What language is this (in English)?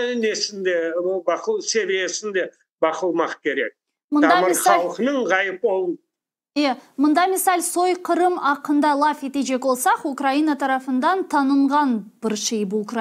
Crimean Tatar